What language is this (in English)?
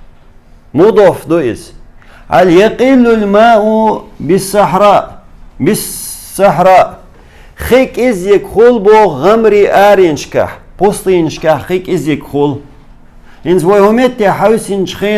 Chechen